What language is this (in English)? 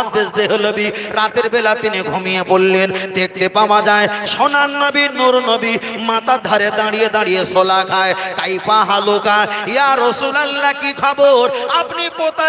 Bangla